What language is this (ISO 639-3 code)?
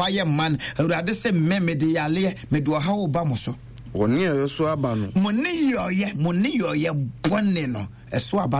aka